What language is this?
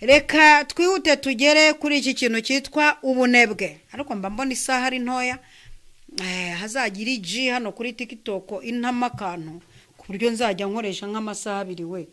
Kinyarwanda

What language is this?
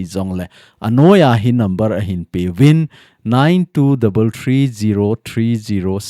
Thado Chin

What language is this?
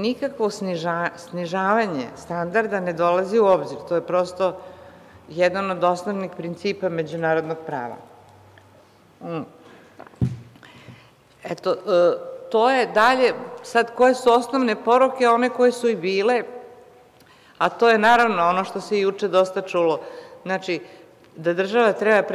Serbian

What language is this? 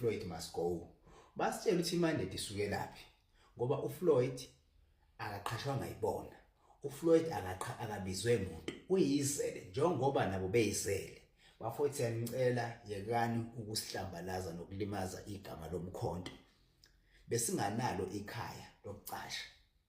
Zulu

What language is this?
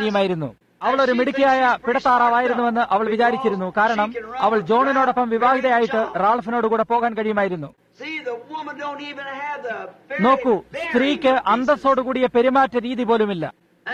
Malayalam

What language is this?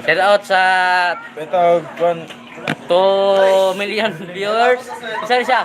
Cebuano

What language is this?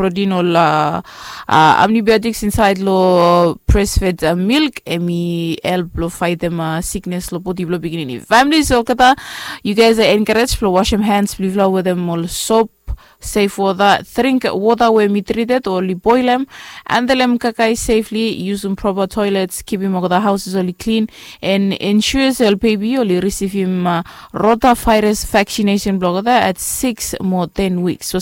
Bislama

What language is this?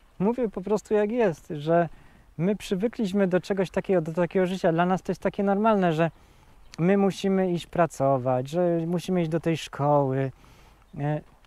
Polish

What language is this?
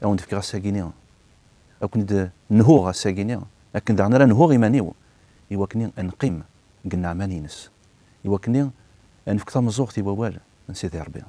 Kabyle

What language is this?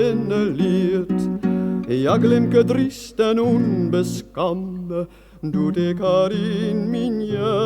Western Frisian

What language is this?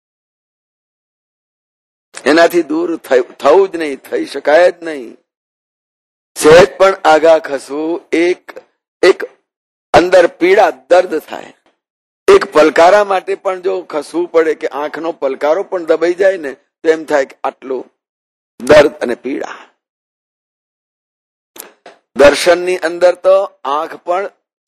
Gujarati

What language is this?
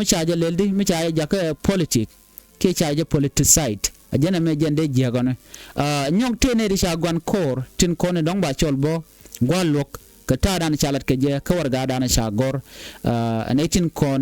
Nuer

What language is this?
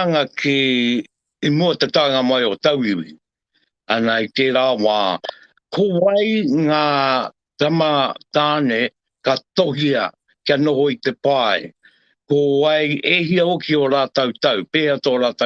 Māori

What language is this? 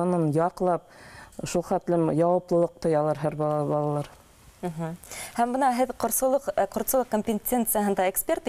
Bashkir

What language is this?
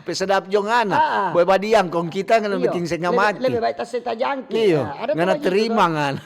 Manado Malay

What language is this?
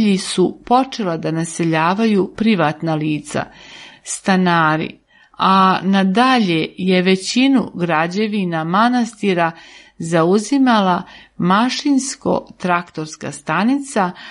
Serbian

